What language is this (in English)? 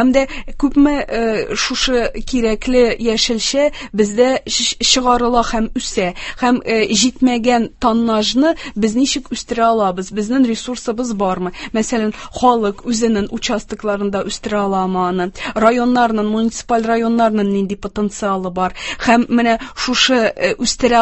Tatar